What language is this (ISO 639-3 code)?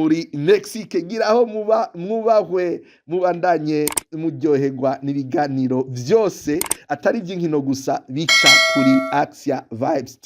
run